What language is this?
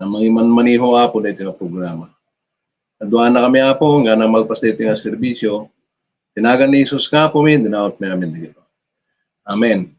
Iloko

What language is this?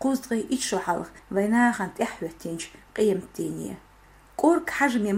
Chechen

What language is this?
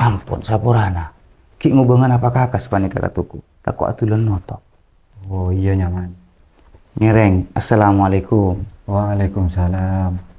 Madurese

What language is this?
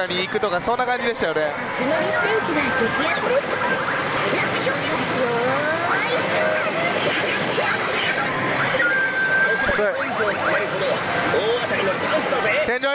Japanese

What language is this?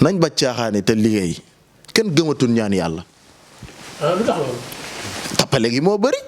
Wolof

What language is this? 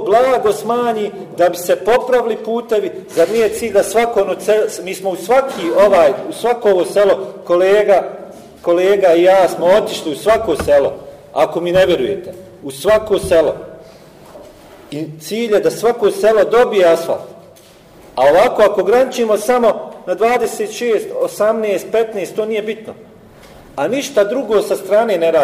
Bosnian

